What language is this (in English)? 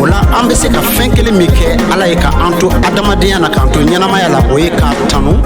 Bambara